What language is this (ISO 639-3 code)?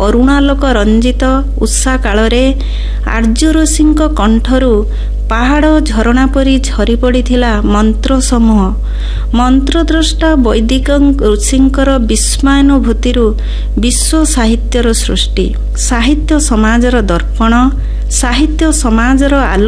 ori